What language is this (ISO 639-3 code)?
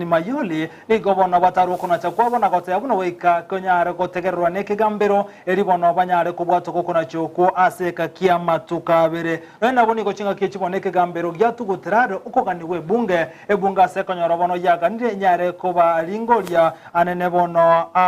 guz